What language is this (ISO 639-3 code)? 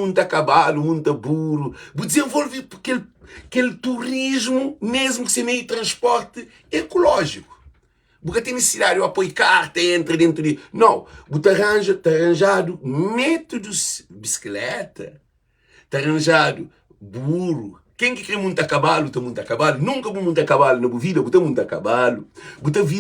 kea